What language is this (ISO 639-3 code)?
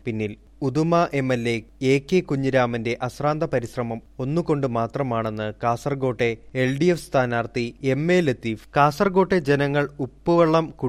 mal